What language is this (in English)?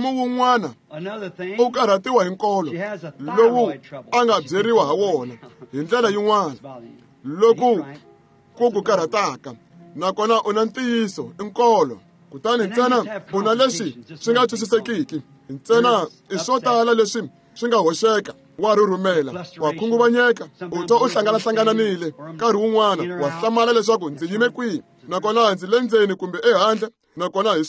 Tsonga